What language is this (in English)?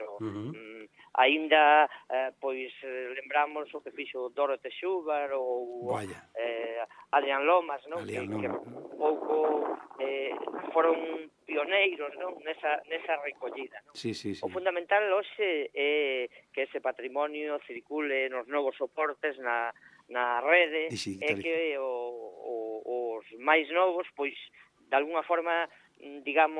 Galician